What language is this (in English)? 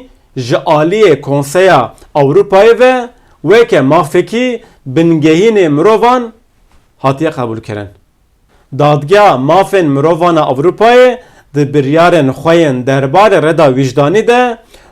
Kurdish